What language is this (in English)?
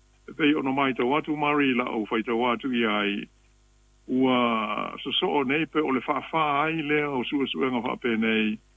Samoan